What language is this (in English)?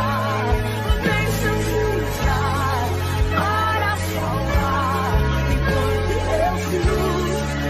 Portuguese